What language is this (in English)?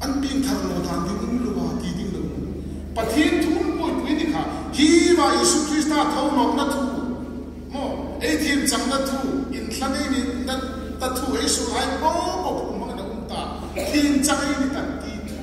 Hmar